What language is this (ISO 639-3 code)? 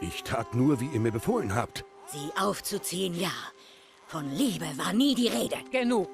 bar